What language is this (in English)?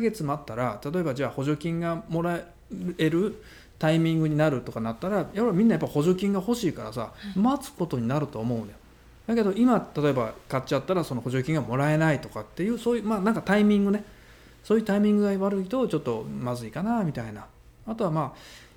Japanese